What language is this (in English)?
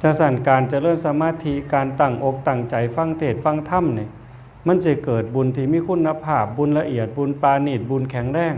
Northeastern Thai